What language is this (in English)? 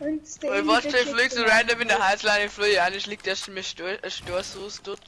Bavarian